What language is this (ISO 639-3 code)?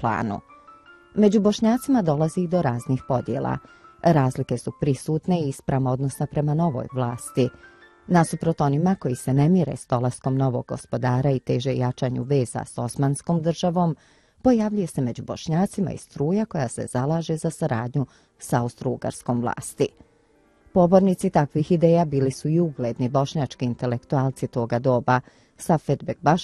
bos